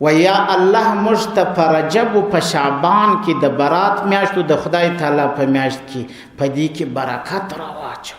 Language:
Pashto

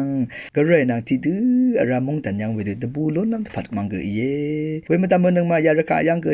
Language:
Rawang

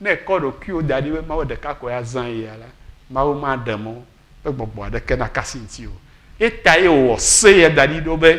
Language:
Ewe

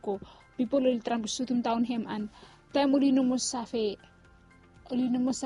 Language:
Bislama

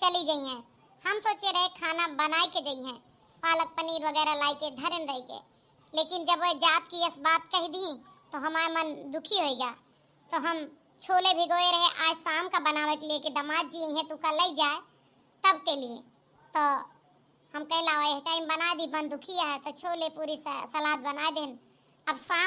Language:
Awadhi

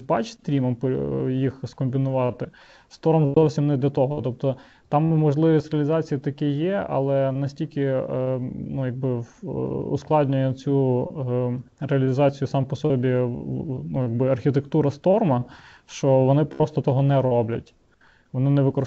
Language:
Ukrainian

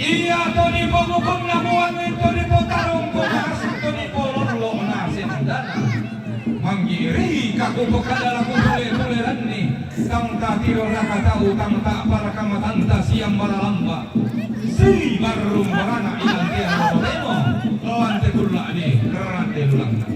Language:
Toraja-Sa'dan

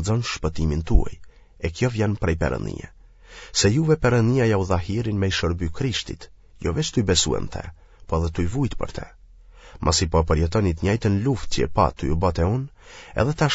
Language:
Albanian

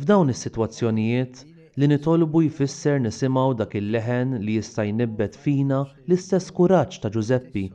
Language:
Maltese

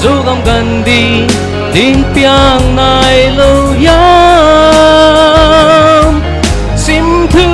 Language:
Paite Chin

